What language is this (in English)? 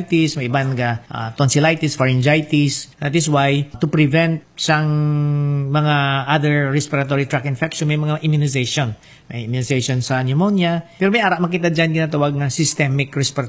Hiligaynon